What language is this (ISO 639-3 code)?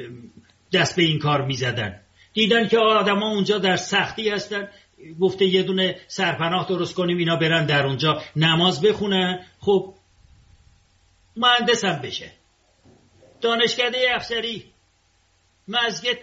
fas